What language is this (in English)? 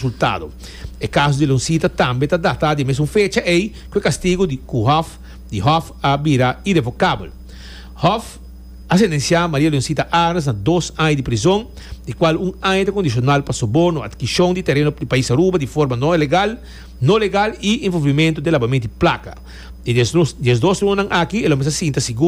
Papiamento